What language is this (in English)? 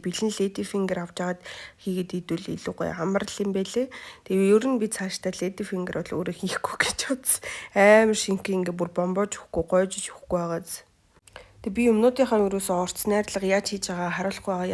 Mongolian